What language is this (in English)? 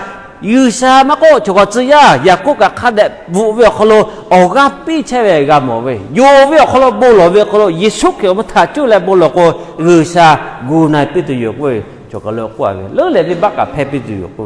Lahu